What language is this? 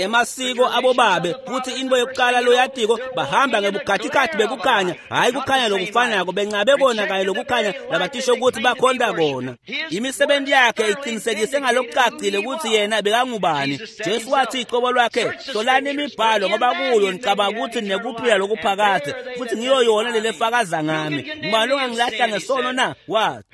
Swati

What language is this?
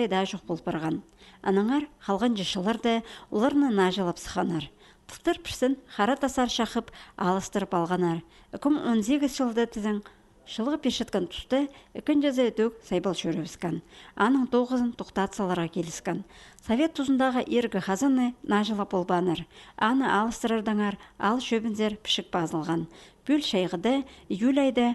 Khakas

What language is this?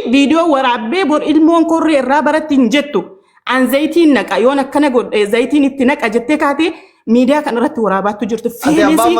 Oromo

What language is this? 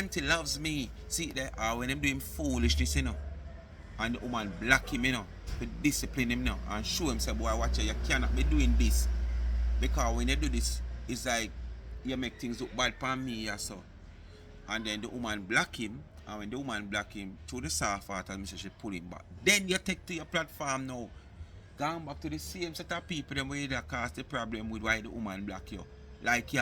Jamaican Creole English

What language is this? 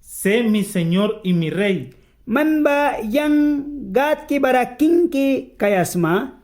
Mískito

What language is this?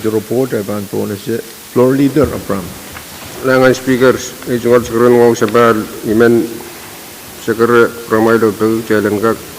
Pohnpeian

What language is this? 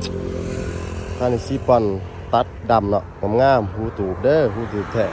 Lao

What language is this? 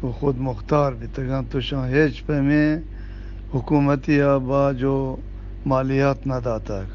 Eastern Balochi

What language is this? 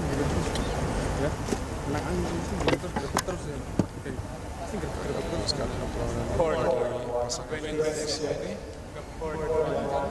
Malay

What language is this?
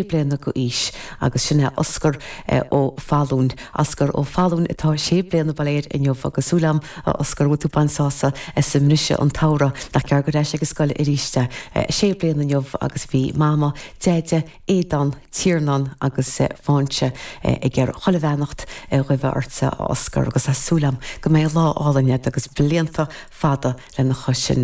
Irish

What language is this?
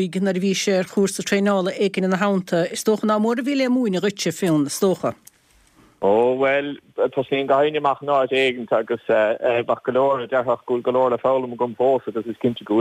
Irish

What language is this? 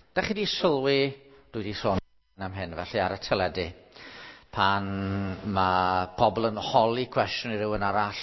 Welsh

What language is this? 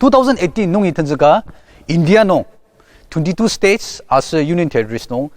Ao Naga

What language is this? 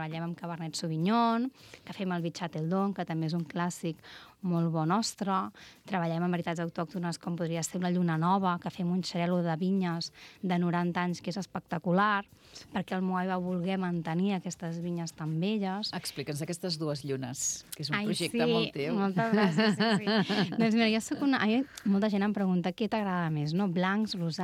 Catalan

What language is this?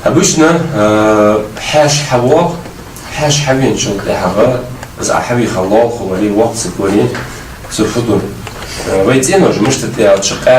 Ingush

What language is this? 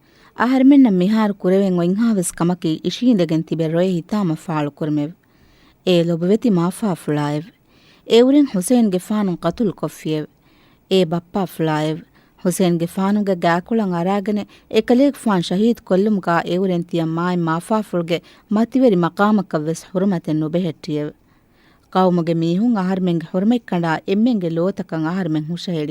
Divehi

